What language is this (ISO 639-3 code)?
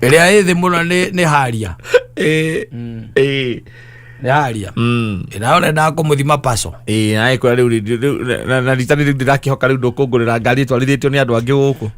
kik